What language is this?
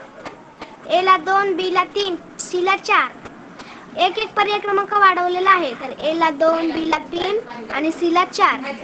Marathi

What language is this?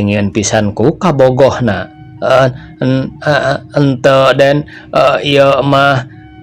Sundanese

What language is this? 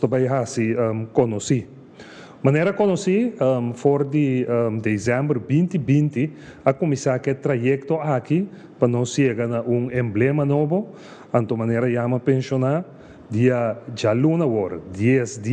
Papiamento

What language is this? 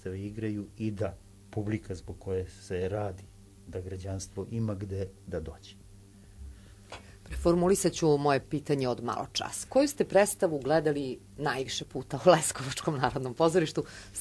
Serbian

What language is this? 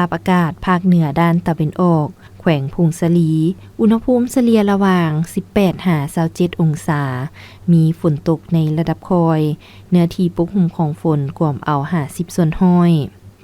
Lao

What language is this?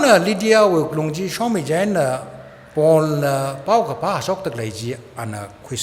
Tangkhul Naga (India)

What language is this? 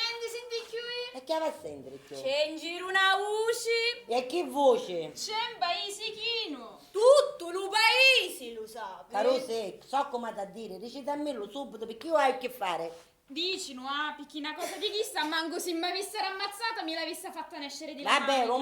Sicilian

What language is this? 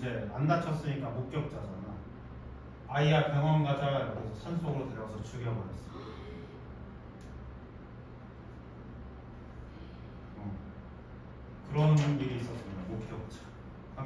Korean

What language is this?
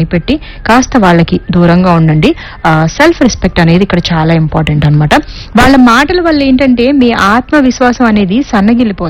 Telugu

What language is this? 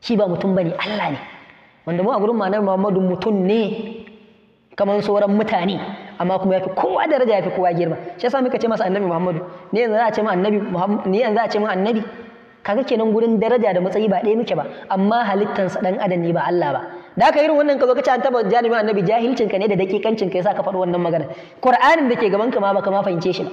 Hausa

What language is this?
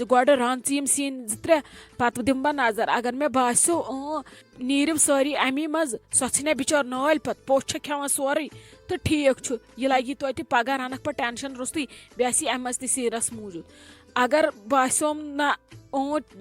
Kashmiri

